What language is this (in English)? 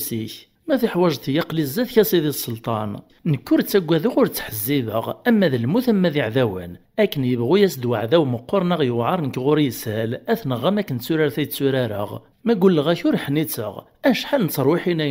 Kabyle